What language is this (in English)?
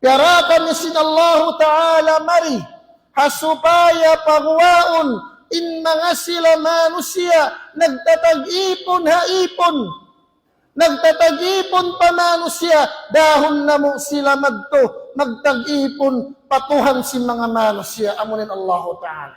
Tausug